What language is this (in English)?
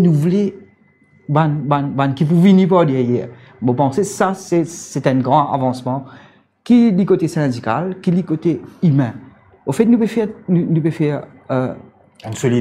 Morisyen